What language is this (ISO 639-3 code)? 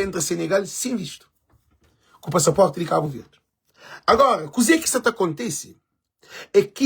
kea